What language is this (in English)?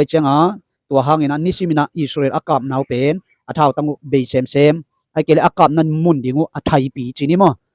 Tedim Chin